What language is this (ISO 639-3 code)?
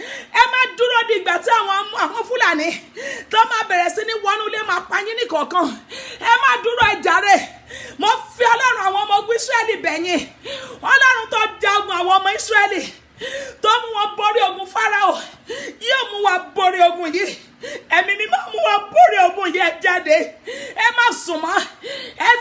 yor